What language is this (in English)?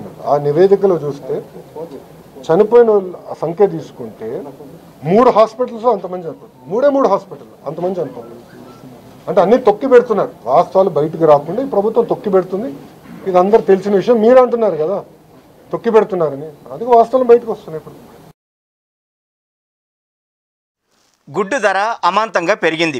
Telugu